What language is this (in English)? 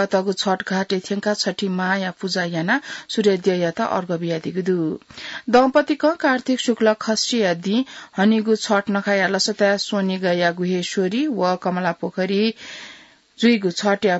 Newari